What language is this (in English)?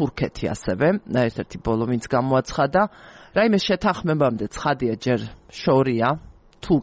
Georgian